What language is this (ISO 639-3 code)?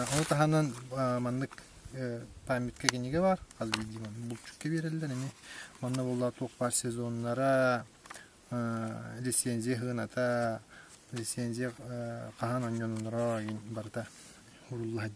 sah